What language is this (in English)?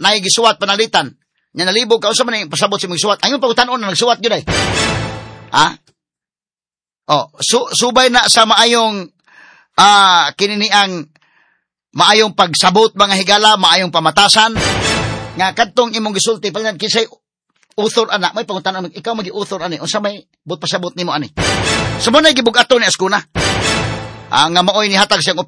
Cebuano